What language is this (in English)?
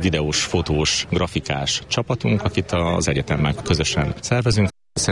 Hungarian